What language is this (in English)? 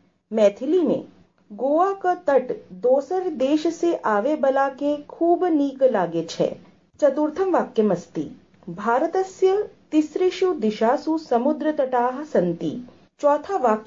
Sanskrit